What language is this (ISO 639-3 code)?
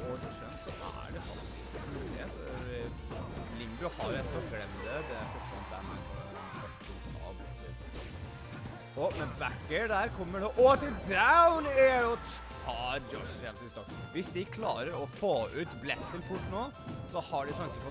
nor